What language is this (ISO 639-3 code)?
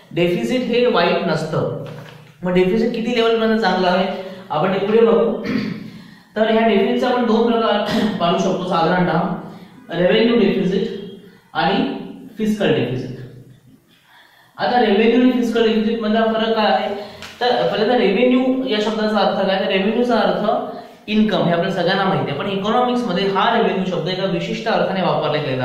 mar